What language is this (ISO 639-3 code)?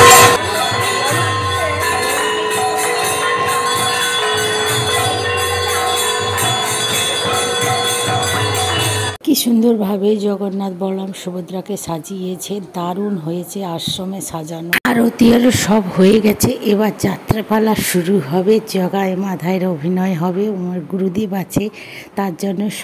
ben